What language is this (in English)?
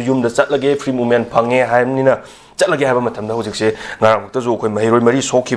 Manipuri